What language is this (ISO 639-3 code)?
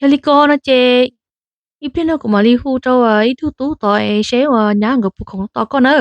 hmn